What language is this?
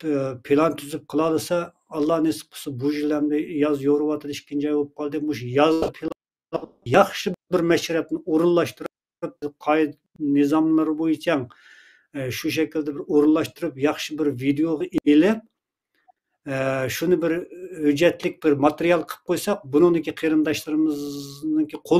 Uyghur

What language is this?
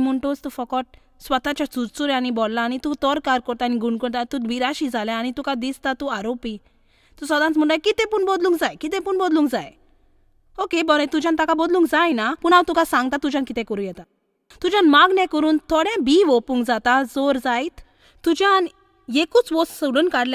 Konkani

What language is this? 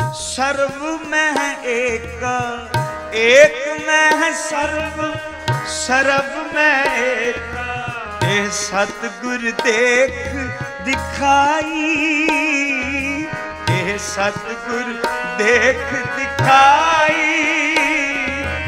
Punjabi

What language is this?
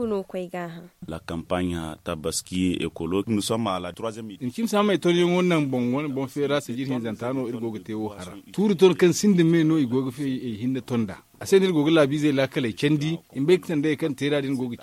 Zarma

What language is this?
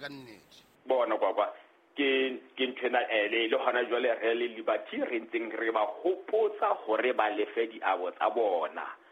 Southern Sotho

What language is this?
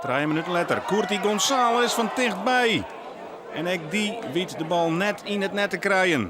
Western Frisian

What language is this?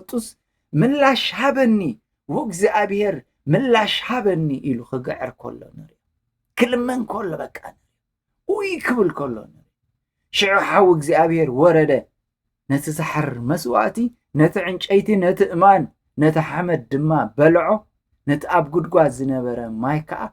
Tigrinya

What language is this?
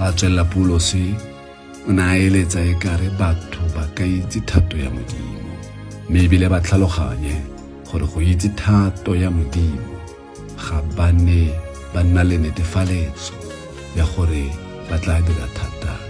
Tswana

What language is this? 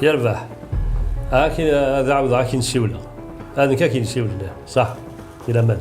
Kabyle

